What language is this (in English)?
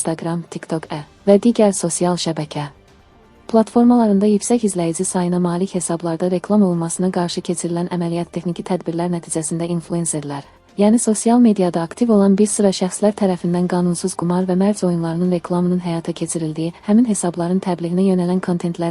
Azerbaijani